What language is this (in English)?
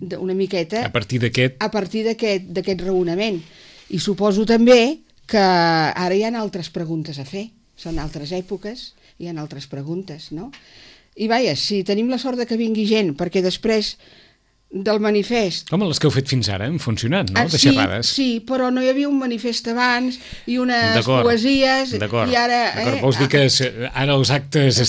Catalan